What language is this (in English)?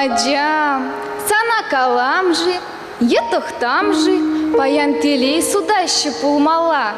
Chuvash